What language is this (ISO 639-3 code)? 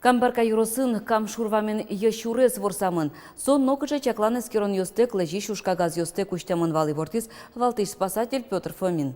udm